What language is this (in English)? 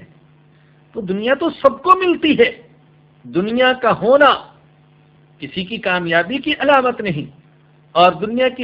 Urdu